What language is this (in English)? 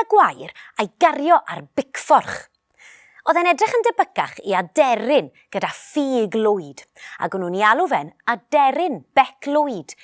Welsh